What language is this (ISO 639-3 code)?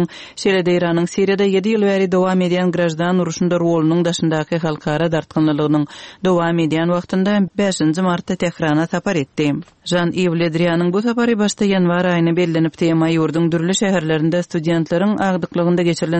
tuk